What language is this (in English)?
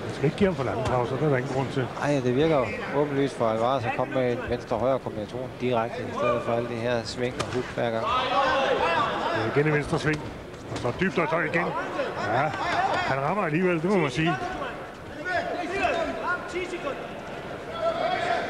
Danish